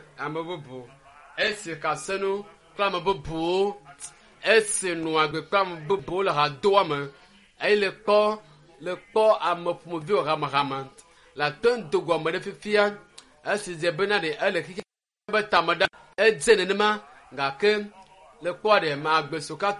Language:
Ewe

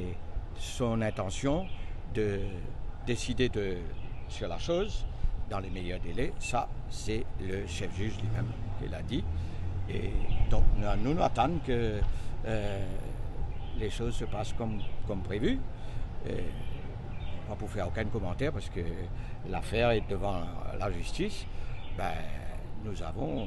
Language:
Morisyen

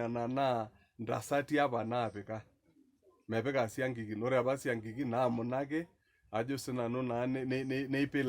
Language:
Masai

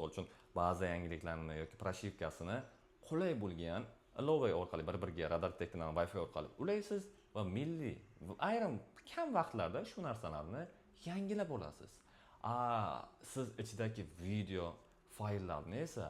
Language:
Uzbek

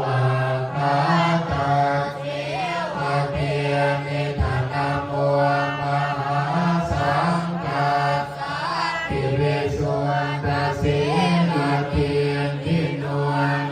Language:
Pali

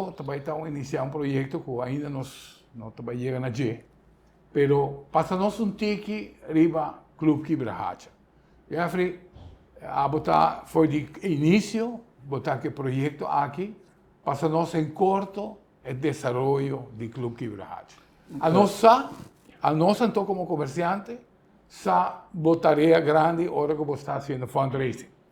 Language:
Papiamento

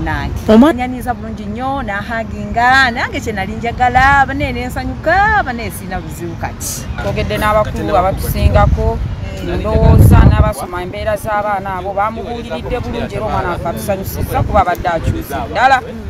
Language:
Ganda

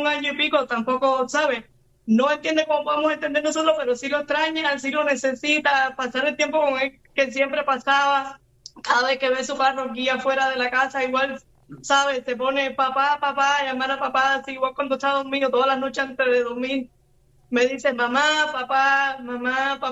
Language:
Spanish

